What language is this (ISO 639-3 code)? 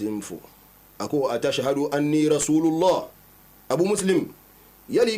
bam